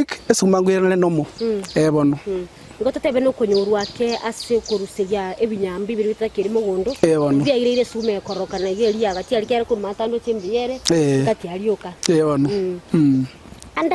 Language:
Gusii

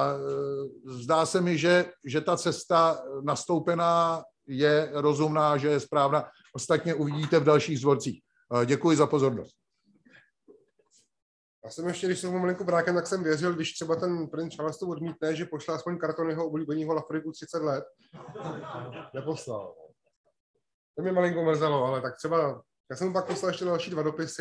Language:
Czech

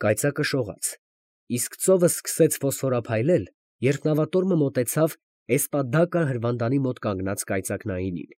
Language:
Armenian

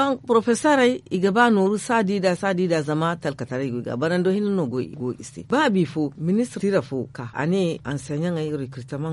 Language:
Zarma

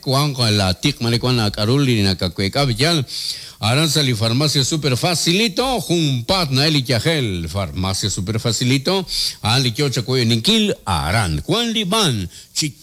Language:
Kekchí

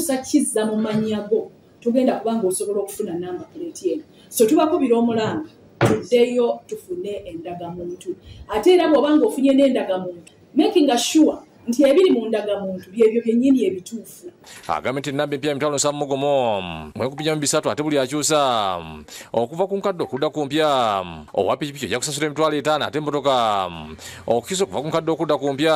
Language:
Ganda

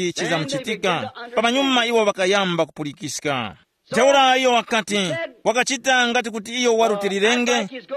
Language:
Tumbuka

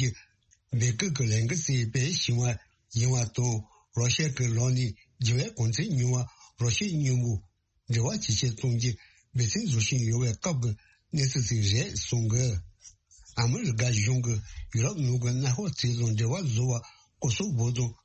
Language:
Tibetan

